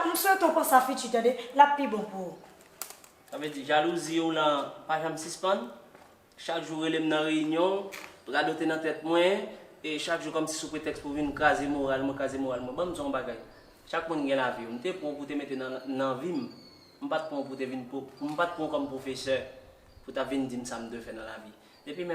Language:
Haitian Creole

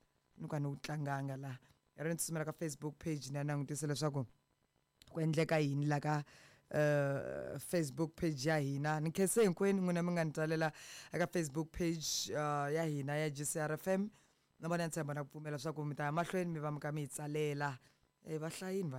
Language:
Tsonga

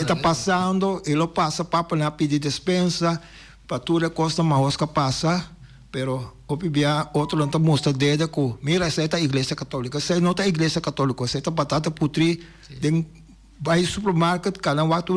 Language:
Papiamento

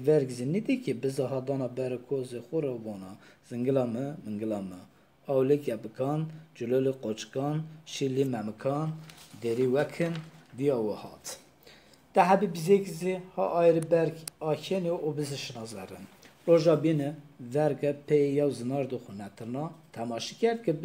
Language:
Zaza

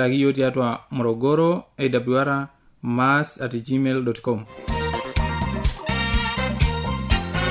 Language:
Swahili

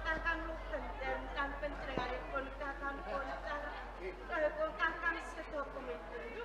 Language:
Javanese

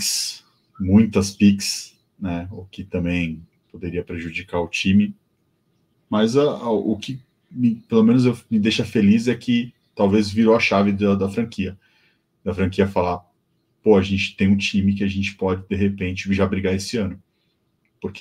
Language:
Portuguese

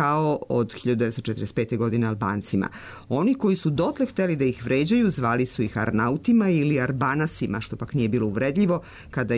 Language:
Serbian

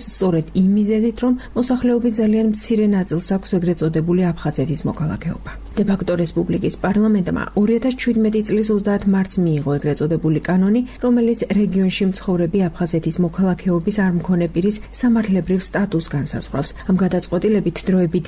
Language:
Georgian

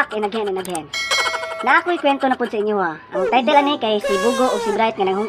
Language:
Cebuano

